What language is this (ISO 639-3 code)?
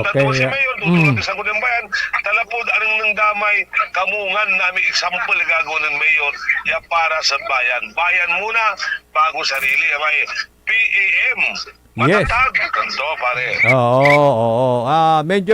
pag